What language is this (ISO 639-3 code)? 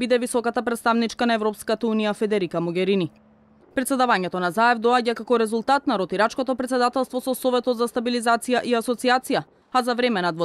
mkd